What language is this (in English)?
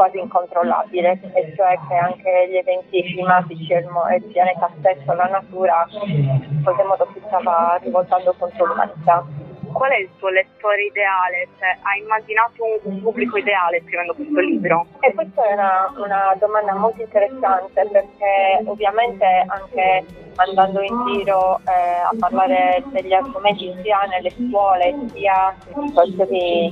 Italian